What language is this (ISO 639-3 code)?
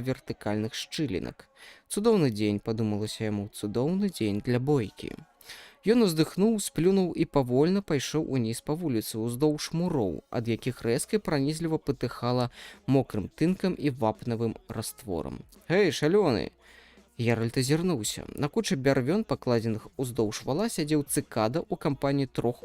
bel